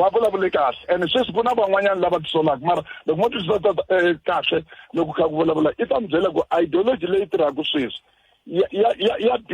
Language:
Tsonga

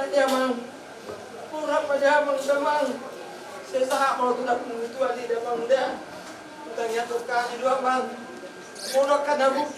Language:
Batak Toba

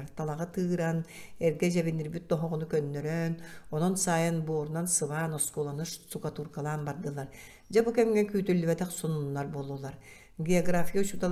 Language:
Yakut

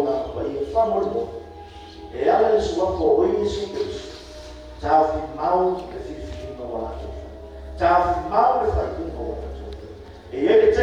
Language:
Samoan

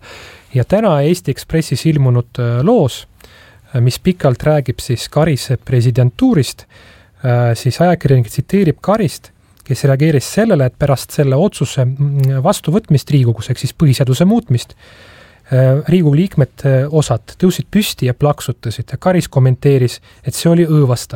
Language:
Estonian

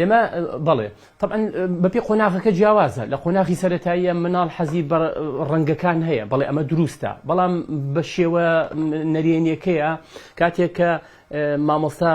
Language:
Central Kurdish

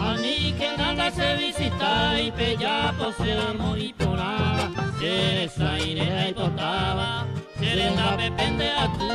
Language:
Guarani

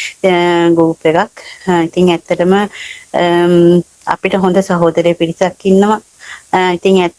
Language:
Sinhala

